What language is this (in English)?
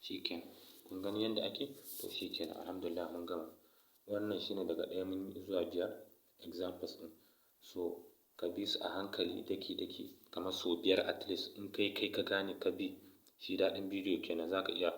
Hausa